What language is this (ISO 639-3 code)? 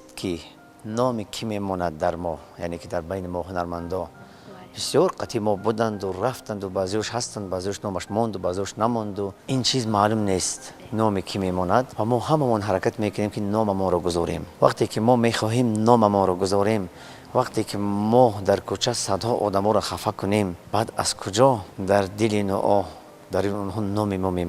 tgk